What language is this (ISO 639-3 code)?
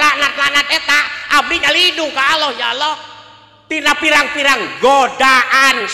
sun